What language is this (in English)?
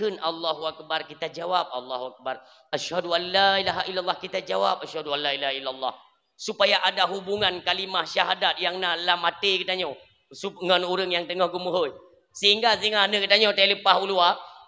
Achinese